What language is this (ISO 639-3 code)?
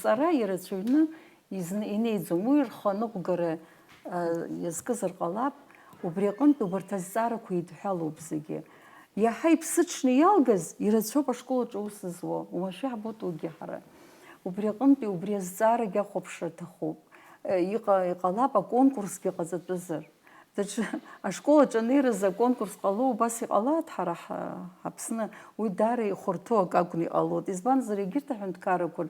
abk